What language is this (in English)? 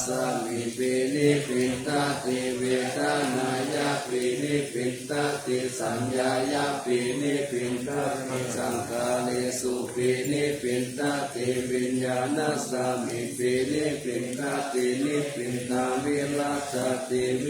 Pali